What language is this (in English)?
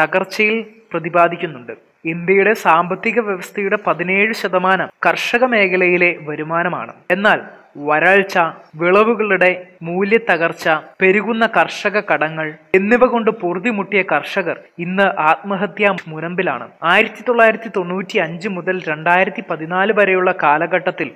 Malayalam